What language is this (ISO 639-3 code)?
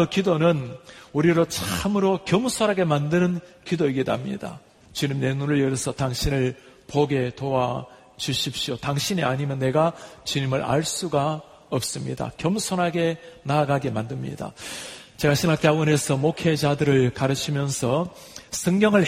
kor